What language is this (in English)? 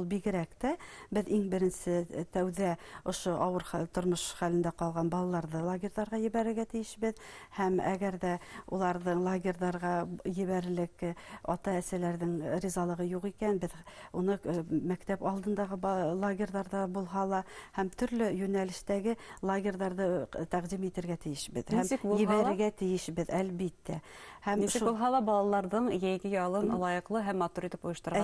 Bashkir